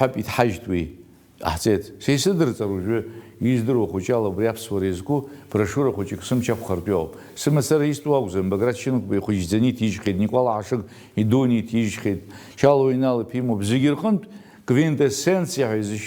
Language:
Abkhazian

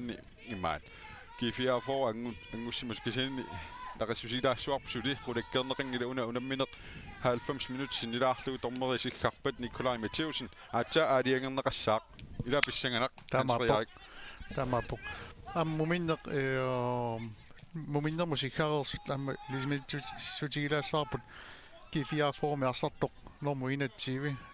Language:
Kalaallisut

